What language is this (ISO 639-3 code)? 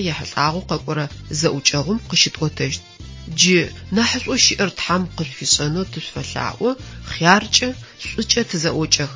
ady